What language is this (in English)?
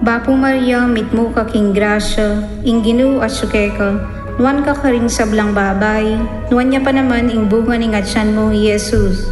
Pampanga